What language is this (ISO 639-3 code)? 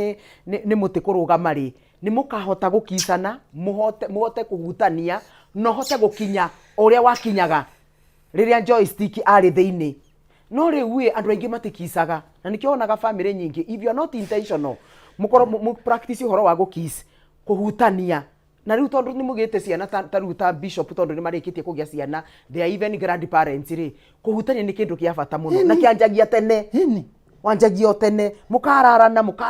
kik